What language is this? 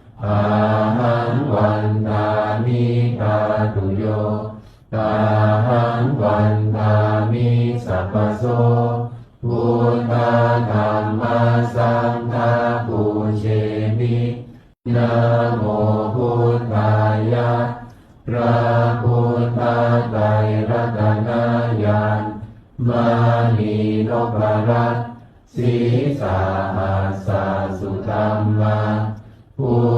Pali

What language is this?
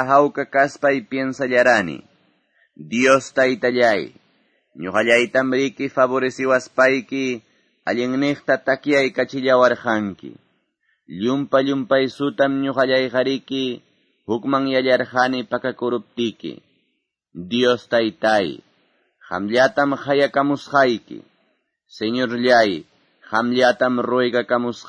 Quechua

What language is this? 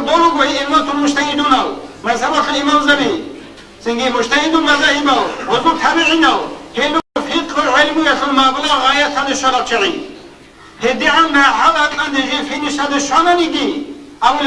Avaric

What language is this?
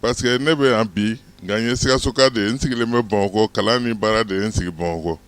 Bambara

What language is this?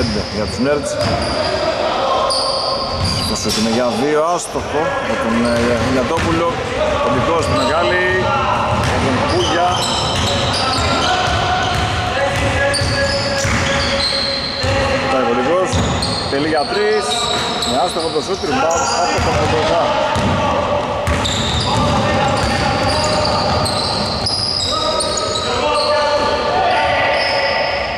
Greek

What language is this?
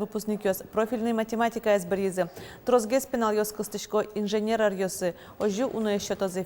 Udmurt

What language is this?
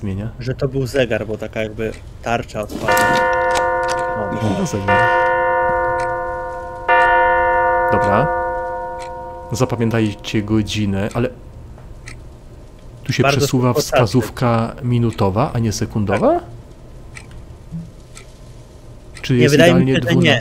Polish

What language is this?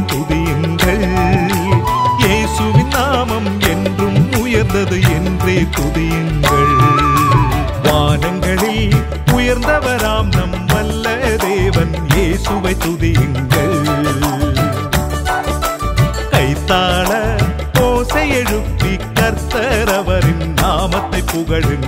Tamil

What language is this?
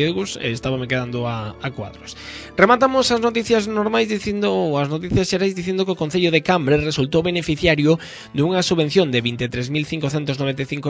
Galician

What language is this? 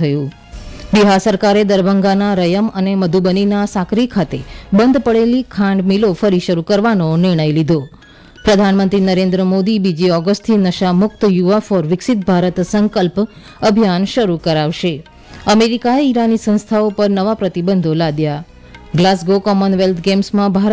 Gujarati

